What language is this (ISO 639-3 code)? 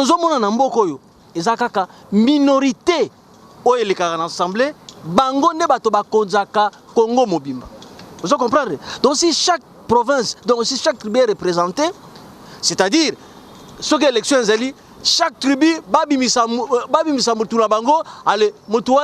lin